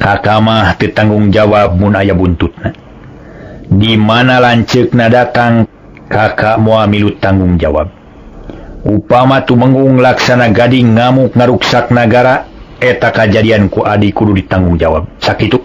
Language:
Sundanese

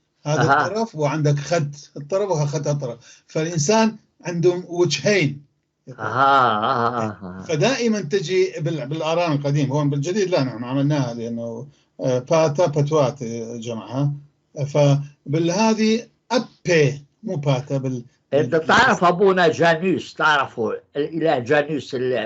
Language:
North Levantine Arabic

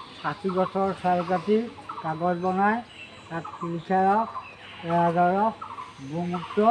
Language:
Assamese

